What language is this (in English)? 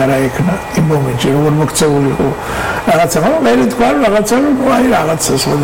Georgian